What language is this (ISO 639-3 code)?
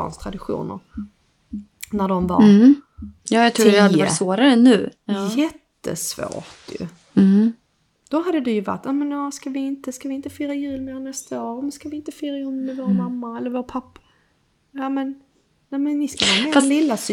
swe